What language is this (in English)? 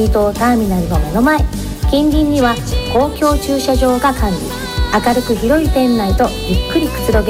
Japanese